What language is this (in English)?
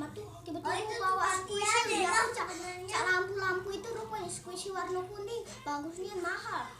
Musi